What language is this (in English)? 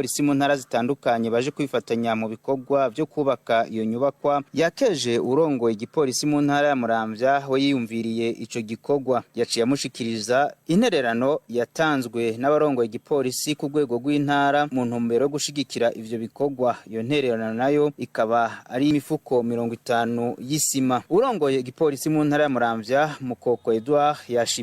Rundi